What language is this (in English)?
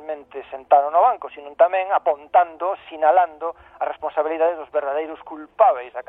Galician